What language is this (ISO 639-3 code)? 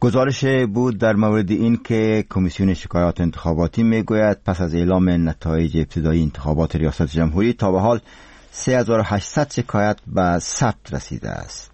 fas